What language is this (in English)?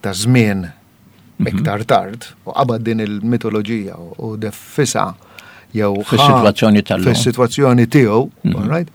Maltese